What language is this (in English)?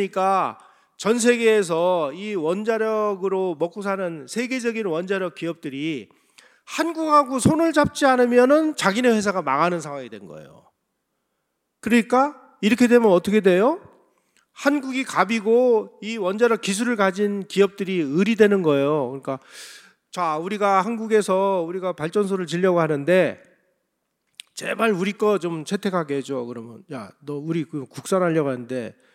Korean